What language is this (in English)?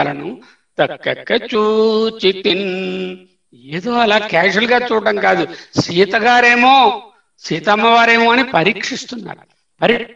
Telugu